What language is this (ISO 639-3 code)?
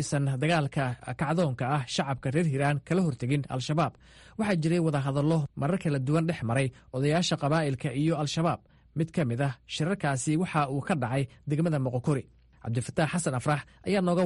som